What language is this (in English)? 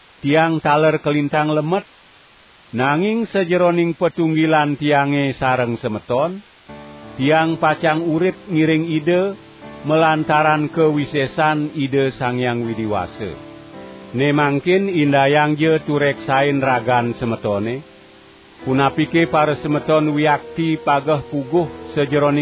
Balinese